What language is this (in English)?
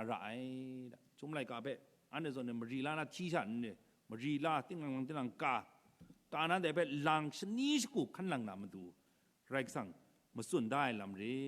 Kachin